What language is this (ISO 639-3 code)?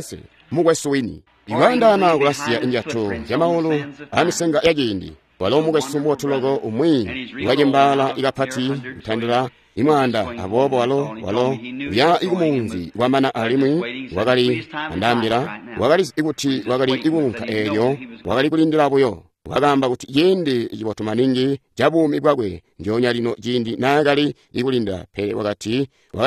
toi